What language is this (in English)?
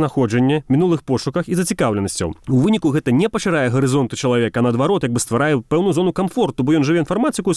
Belarusian